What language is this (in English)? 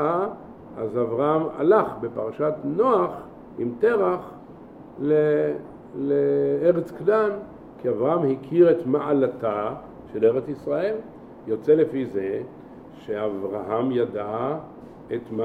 Hebrew